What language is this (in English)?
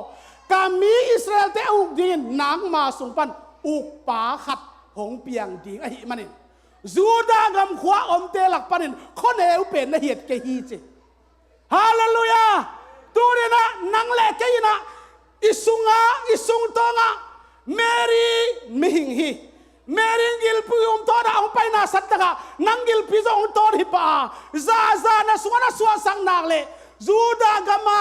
Tedim Chin